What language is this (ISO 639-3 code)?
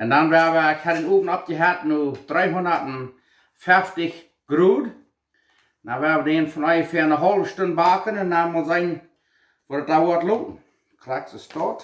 pdt